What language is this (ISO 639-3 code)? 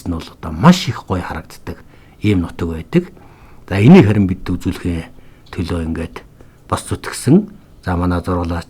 mon